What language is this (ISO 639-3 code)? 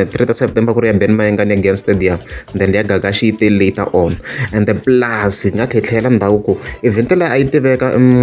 tso